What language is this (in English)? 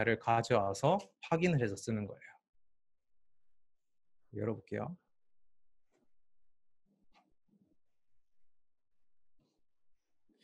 Korean